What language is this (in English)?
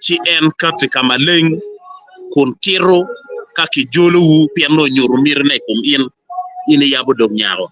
Acoli